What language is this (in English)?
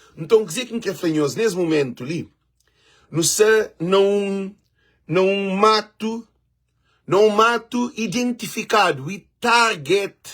Kabuverdianu